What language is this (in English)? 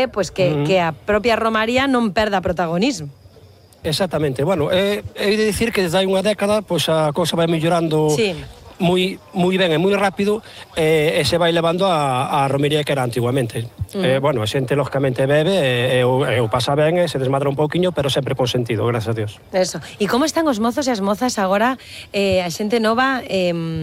Galician